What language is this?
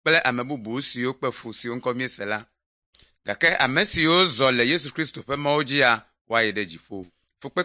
Ewe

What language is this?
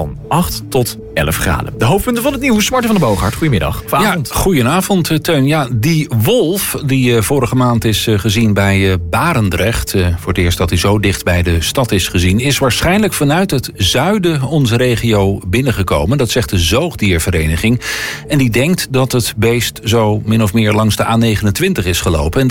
Dutch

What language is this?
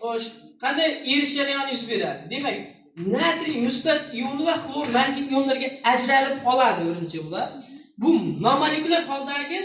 Uzbek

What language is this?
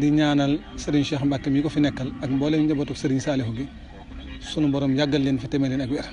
Wolof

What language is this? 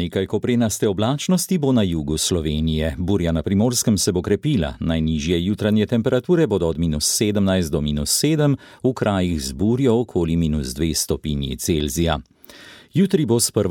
Slovenian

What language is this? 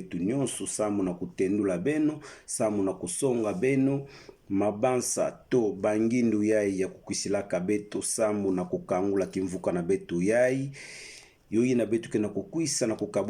Kituba (Democratic Republic of Congo)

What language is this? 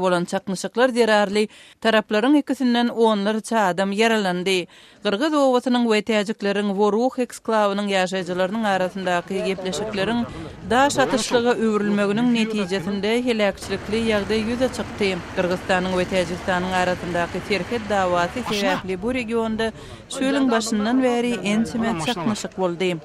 Turkmen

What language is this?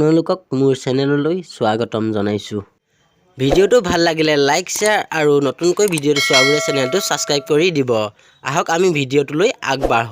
Assamese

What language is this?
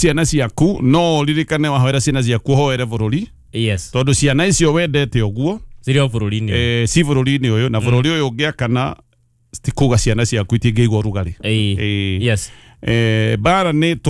Kikuyu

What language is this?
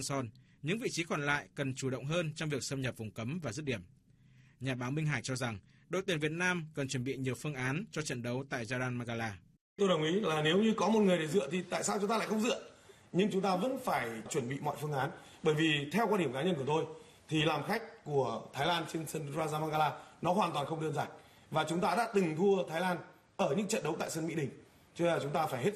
Vietnamese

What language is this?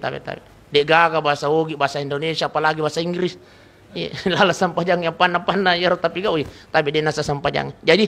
Buginese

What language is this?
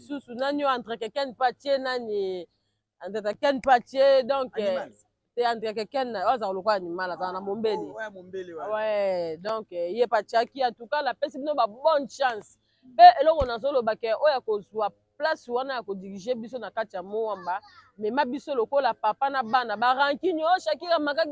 Lingala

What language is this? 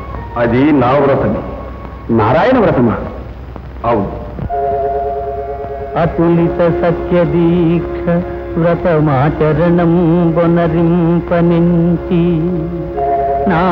Telugu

